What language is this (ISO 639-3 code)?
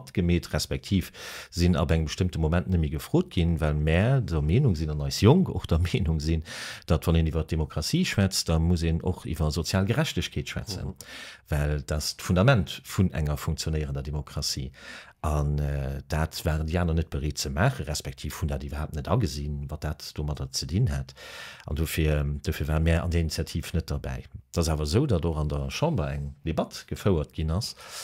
ltz